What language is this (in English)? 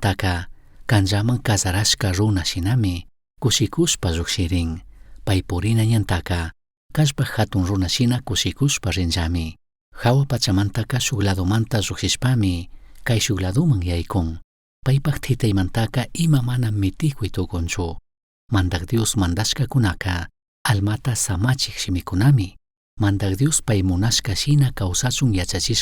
Chimborazo Highland Quichua